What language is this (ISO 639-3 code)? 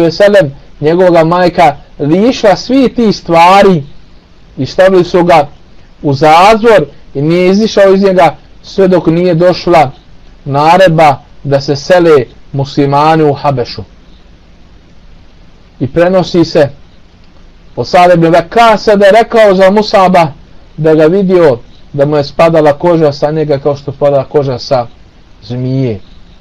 bos